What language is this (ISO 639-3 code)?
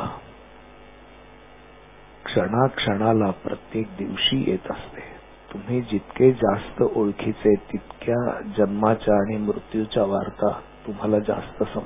mar